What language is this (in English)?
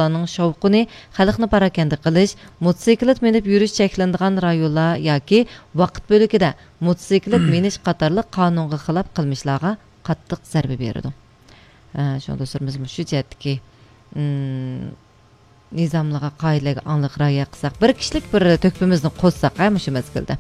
Uyghur